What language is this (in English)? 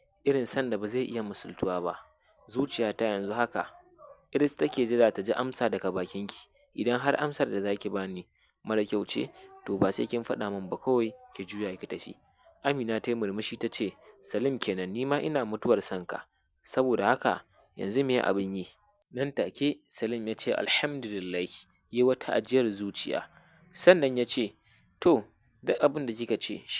Hausa